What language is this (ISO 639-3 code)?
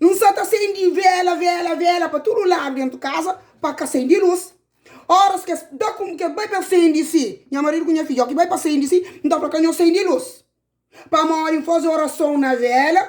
kea